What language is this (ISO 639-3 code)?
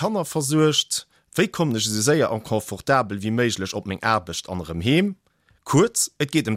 ltz